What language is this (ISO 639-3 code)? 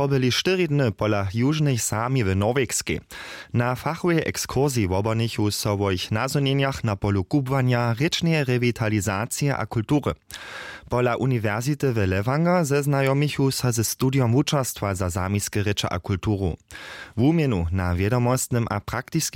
hsb